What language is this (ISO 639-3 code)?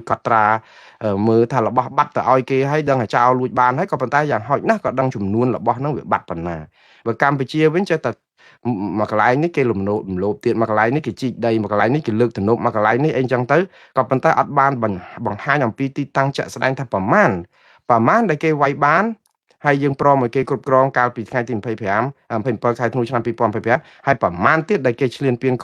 khm